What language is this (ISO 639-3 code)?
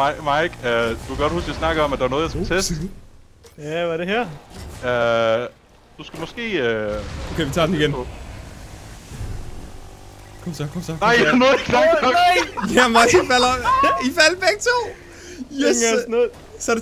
dan